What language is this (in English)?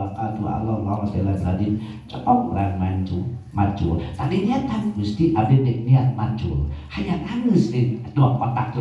Sundanese